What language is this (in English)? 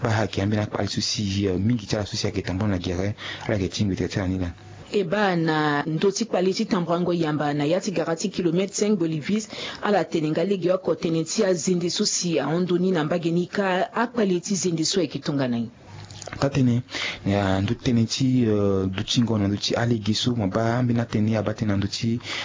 Sango